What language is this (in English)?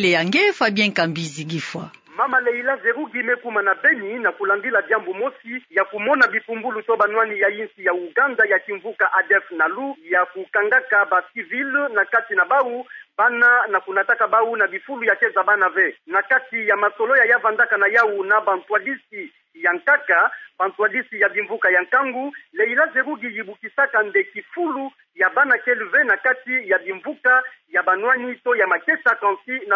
Kituba (Democratic Republic of Congo)